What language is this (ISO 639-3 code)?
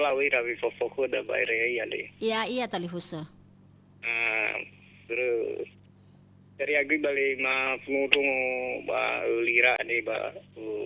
nia